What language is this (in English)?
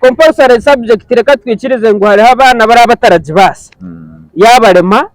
Nyankole